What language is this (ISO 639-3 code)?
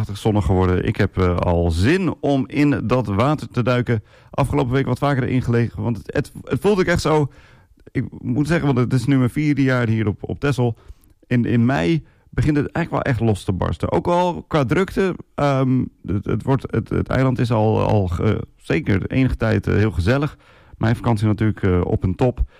nld